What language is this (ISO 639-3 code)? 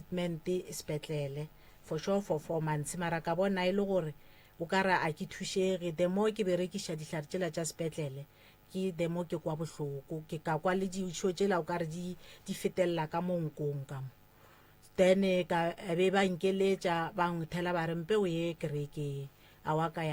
nso